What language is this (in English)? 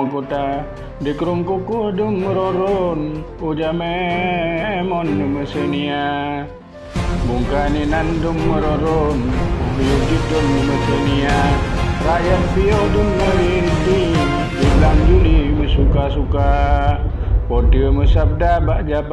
Achinese